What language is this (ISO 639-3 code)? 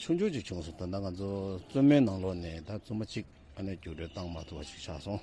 bod